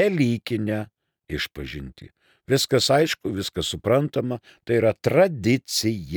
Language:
Lithuanian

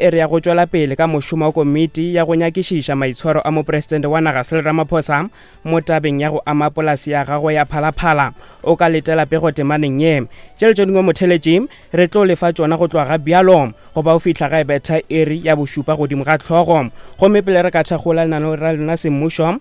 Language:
Northern Sotho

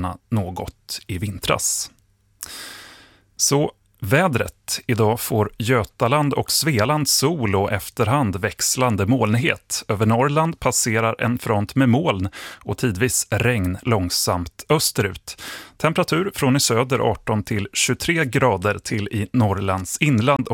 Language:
Swedish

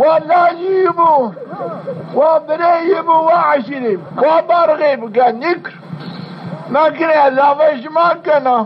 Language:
Zaza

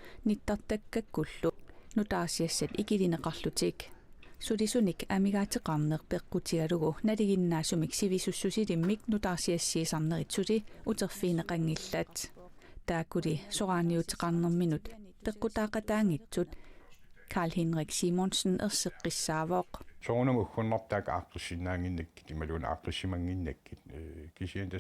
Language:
Kalaallisut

